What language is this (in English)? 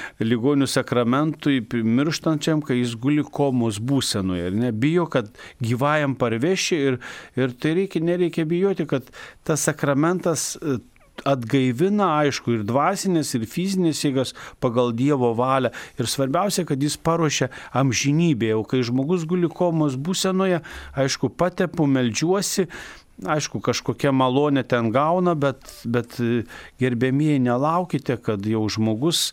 Lithuanian